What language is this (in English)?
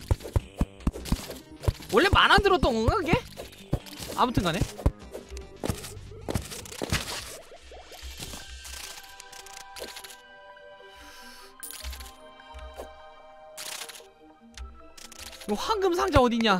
Korean